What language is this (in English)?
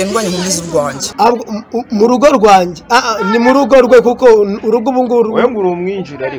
Kinyarwanda